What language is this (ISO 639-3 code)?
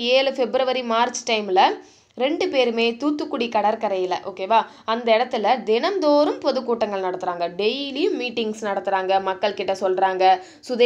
tam